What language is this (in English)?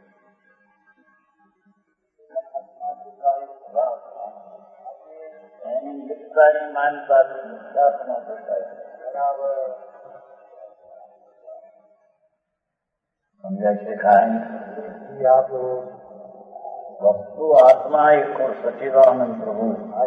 Gujarati